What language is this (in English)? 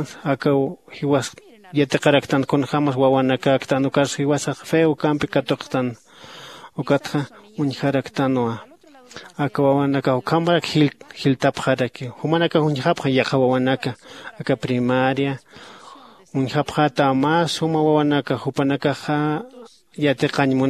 Aymara